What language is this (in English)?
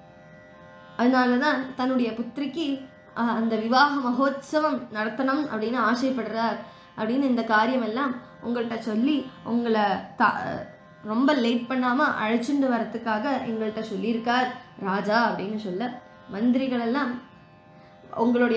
Tamil